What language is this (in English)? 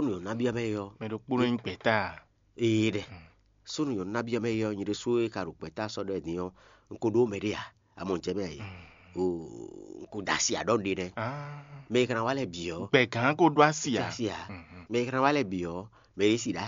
Fon